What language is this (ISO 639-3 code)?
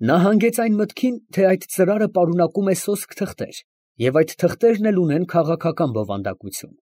hye